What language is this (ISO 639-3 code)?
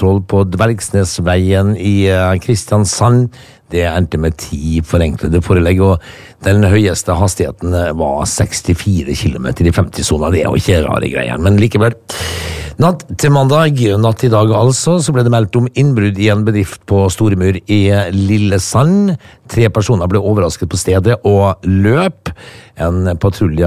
nor